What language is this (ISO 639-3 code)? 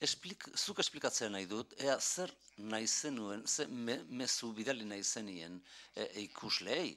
eus